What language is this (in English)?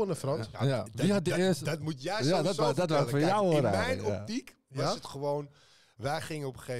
Dutch